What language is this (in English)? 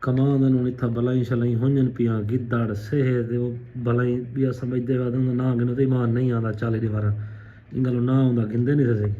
Saraiki